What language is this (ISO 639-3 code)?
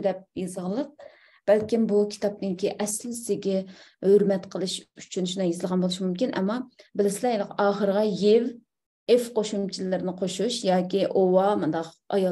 uig